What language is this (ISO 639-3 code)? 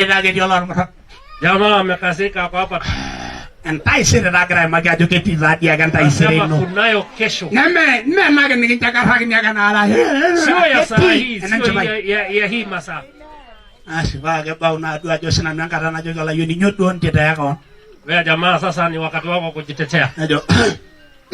mas